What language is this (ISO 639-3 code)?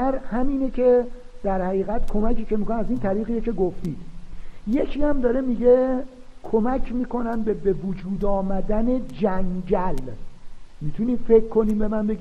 fas